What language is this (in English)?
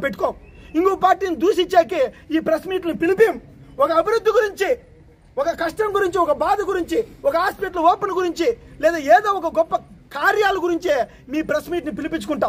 Telugu